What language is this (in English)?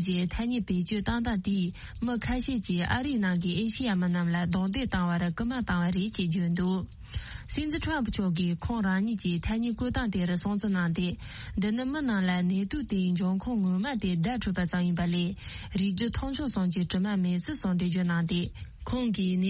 Tibetan